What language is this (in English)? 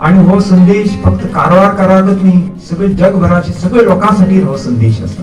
Konkani